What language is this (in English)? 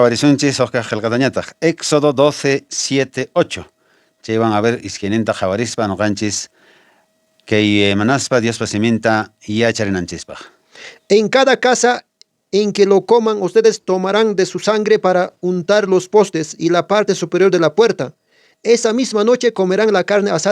Quechua